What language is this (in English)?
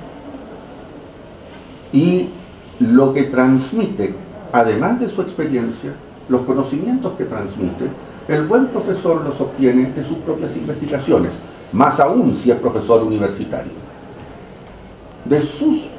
Spanish